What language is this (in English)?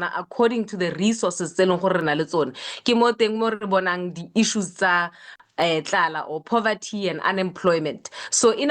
Tswana